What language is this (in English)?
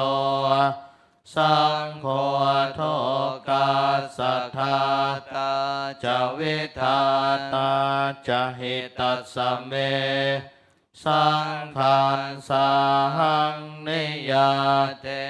Pali